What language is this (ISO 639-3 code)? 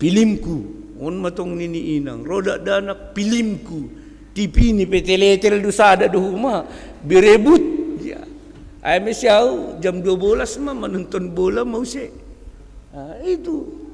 bts